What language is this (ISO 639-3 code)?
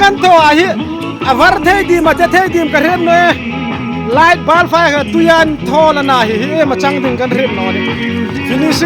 hmr